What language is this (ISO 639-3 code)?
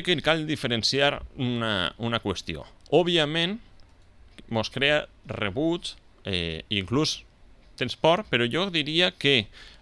cat